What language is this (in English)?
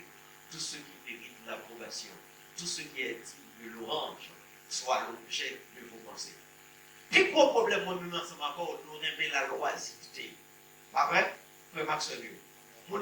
Haitian Creole